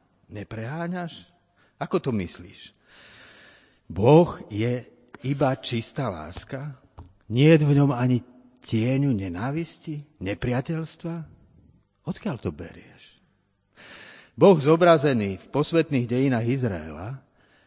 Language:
Slovak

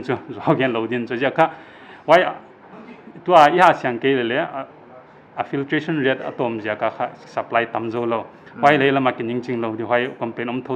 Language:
Paite Chin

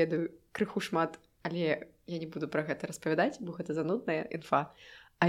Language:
Belarusian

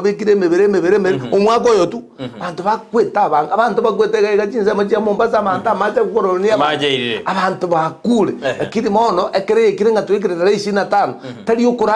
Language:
Gusii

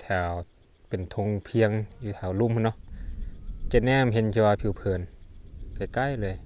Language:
Lao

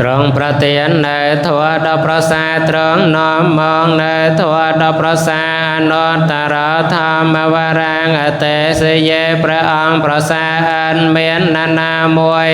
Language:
Khmer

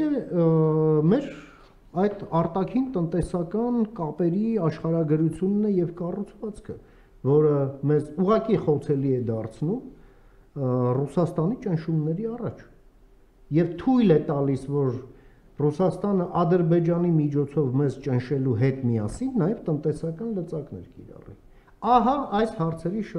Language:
Armenian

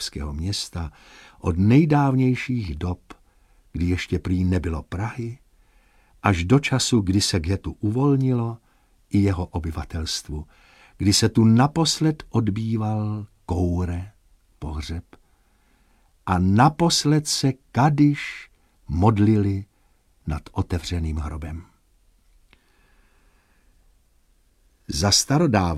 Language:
Czech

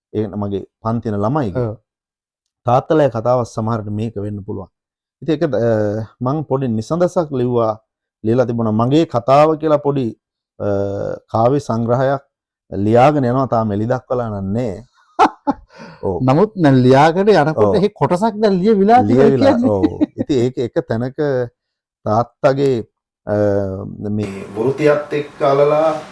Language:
Sinhala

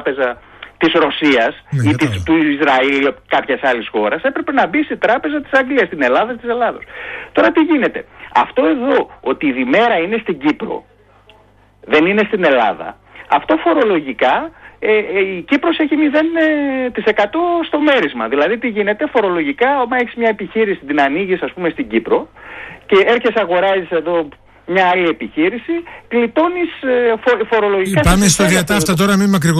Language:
Greek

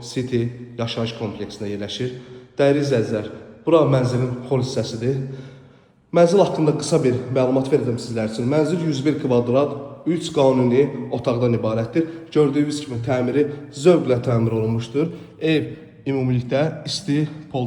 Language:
Azerbaijani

